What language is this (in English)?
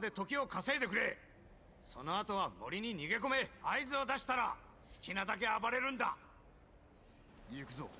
Japanese